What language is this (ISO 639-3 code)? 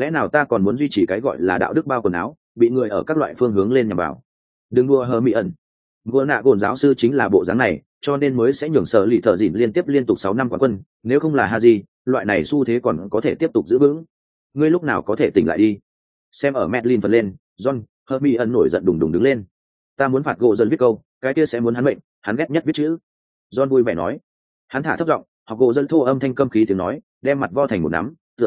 vie